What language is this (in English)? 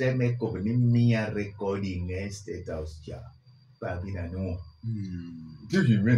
Lango (Uganda)